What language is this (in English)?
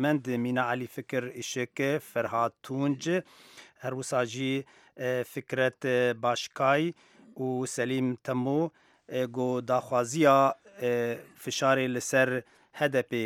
Kurdish